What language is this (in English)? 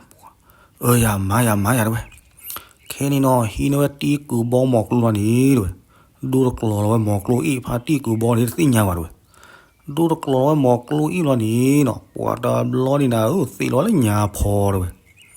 S'gaw Karen